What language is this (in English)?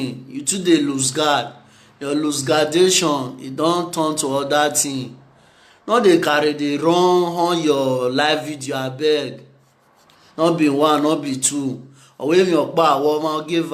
Nigerian Pidgin